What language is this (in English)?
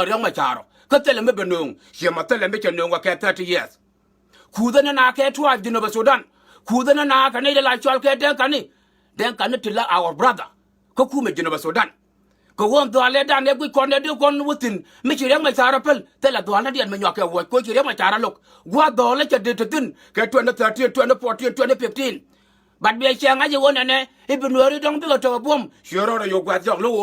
Nuer